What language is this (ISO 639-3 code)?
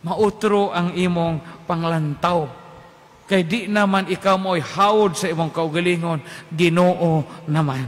ceb